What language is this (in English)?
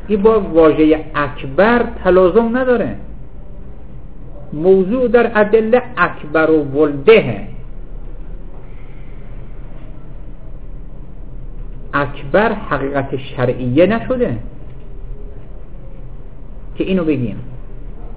Persian